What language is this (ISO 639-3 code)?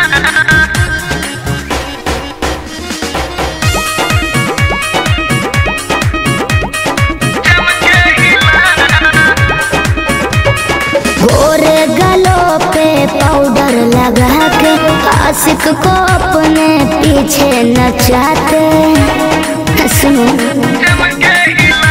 bho